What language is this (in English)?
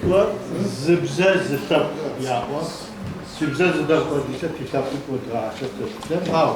Adyghe